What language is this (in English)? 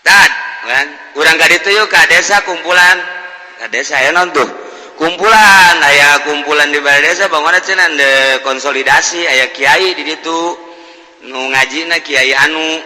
Sundanese